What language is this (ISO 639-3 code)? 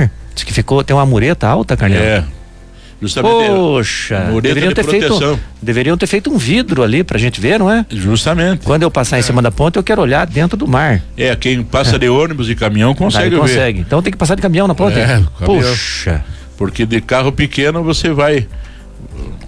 por